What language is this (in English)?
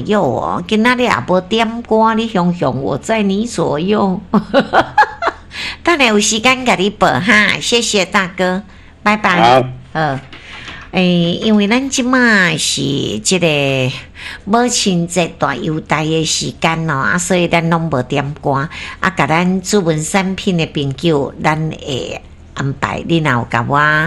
Min Nan Chinese